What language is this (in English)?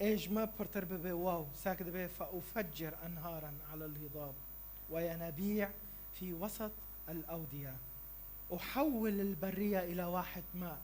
Kurdish